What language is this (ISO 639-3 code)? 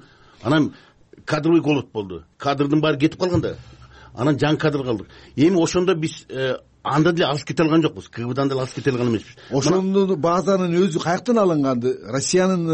kir